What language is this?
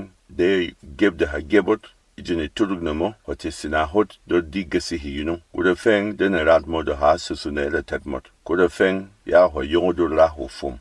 Berom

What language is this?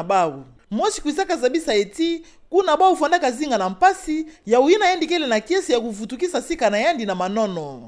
Kituba (Democratic Republic of Congo)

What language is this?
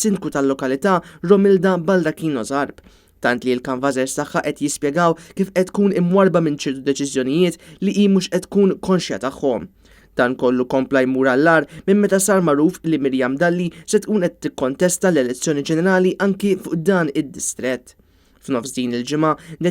Maltese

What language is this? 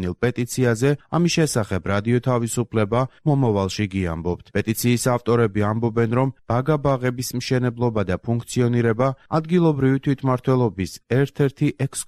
Georgian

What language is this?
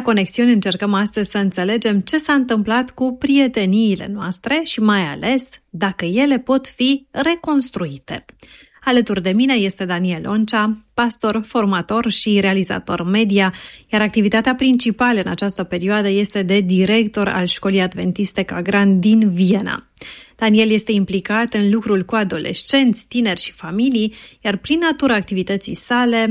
Romanian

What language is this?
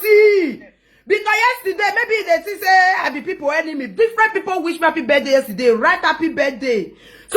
Nigerian Pidgin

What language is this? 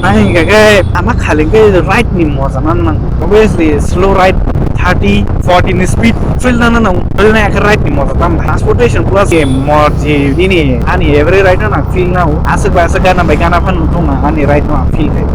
Kok Borok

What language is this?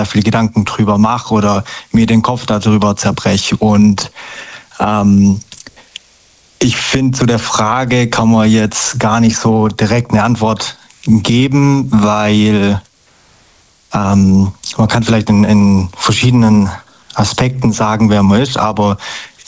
German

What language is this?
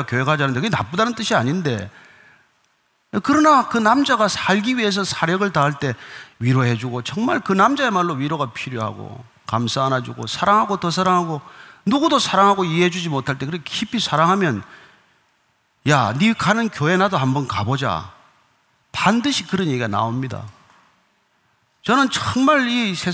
Korean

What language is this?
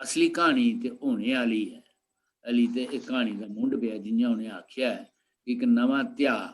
Dogri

